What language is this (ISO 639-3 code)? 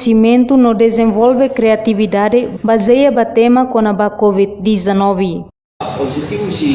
tet